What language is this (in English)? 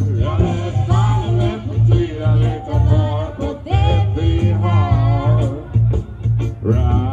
Danish